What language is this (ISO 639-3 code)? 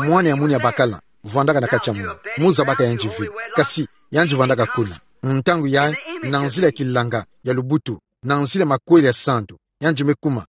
ktu